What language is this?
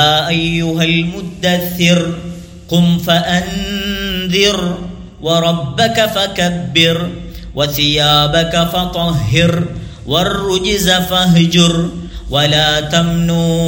Tamil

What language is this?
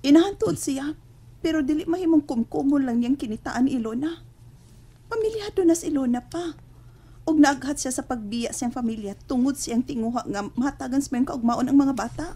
Cebuano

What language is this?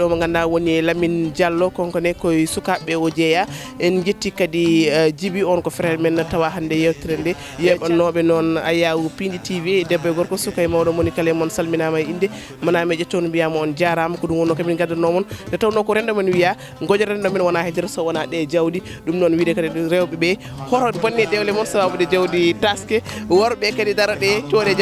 Fula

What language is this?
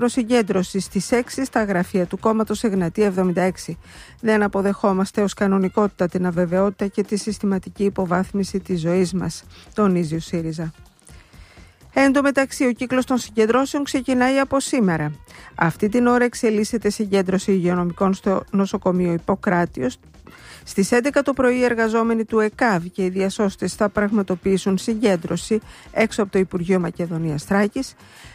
Greek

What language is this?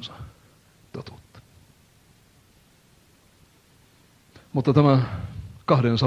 Finnish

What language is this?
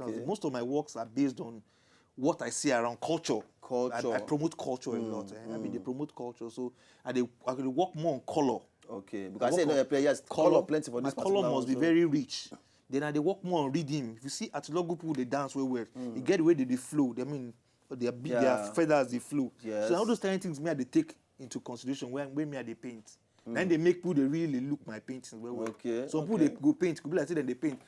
Nigerian Pidgin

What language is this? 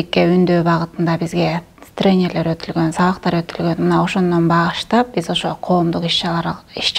Kyrgyz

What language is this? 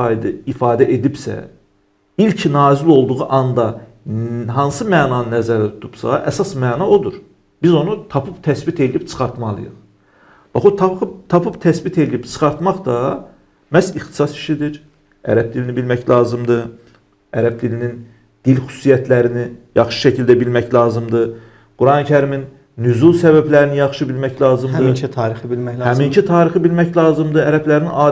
Azerbaijani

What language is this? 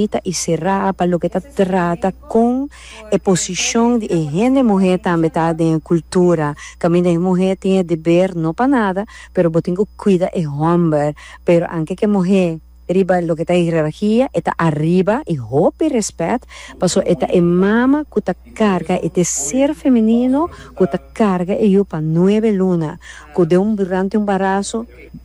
Papiamento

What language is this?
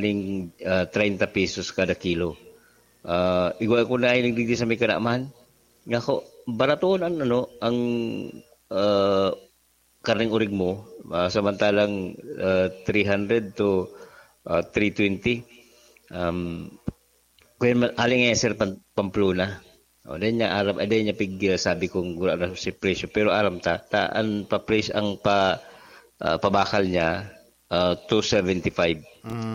Bikol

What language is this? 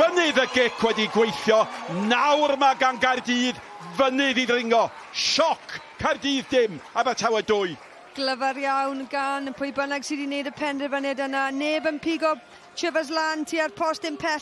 Welsh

